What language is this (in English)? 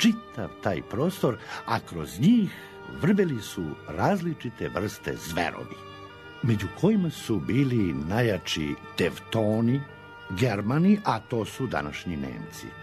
Serbian